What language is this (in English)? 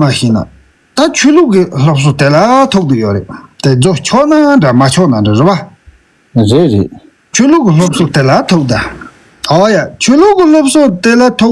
Tibetan